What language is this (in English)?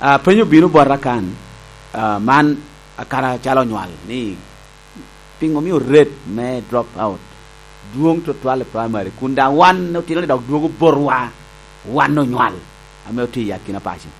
Lango (Uganda)